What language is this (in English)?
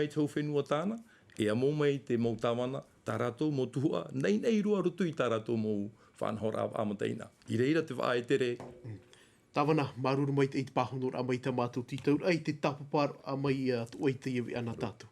Tahitian